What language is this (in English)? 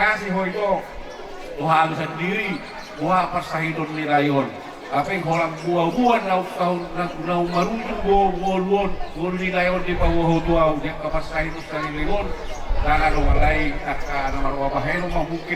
Batak Toba